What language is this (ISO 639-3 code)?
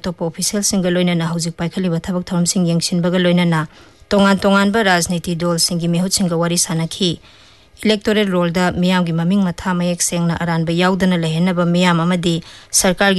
mni